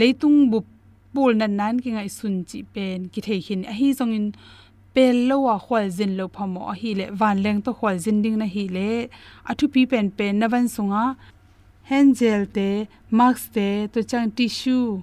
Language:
Tedim Chin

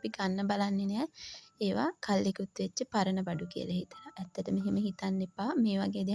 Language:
Sinhala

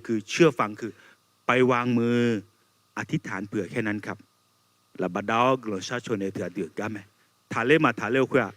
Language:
Akha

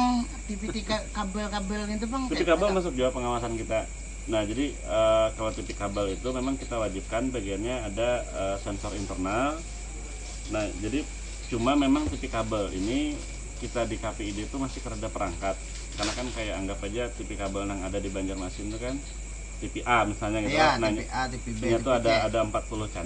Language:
Banjar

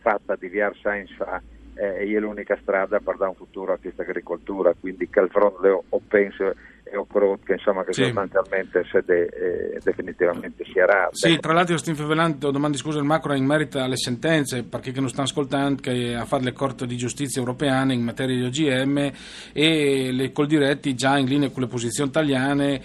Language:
Friulian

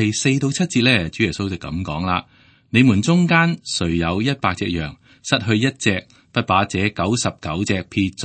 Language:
Cantonese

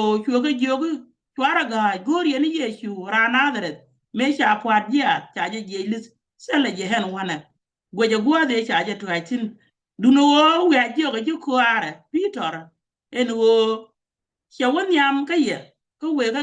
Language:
Nuer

